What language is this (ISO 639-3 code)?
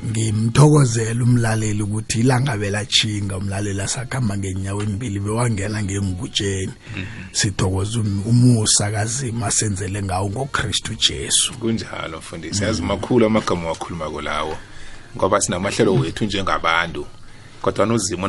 nbl